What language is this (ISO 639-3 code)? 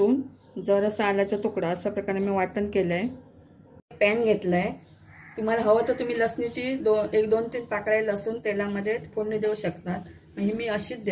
mar